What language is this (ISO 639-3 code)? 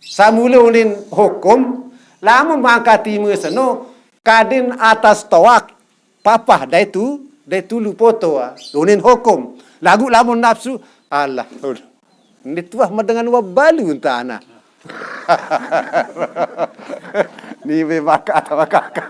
sas